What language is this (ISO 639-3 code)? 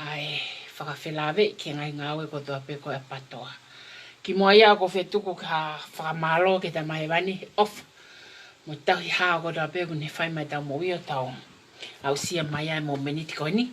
ton